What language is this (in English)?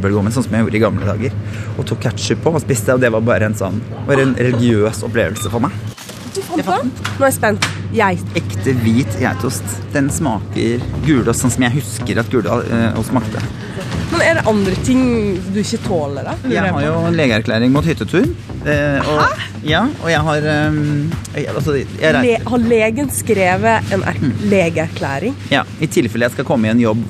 Norwegian